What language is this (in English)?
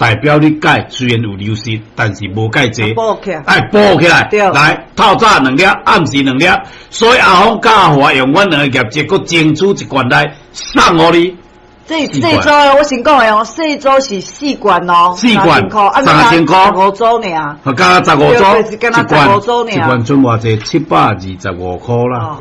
Min Nan Chinese